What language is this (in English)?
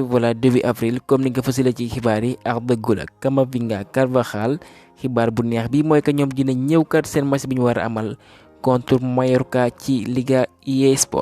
Wolof